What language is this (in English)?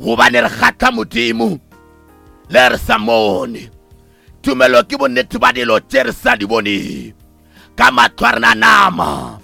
Northern Sotho